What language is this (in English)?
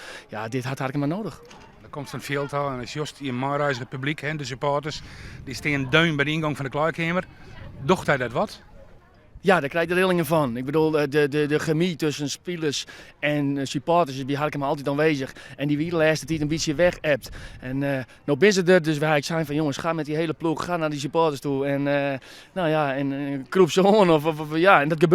Western Frisian